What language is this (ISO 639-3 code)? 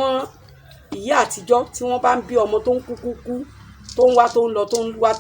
yor